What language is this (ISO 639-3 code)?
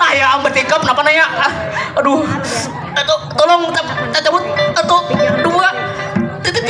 bjn